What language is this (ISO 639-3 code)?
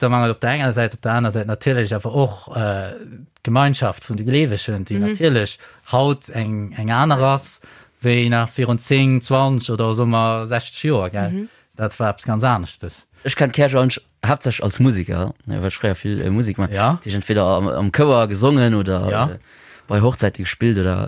ltz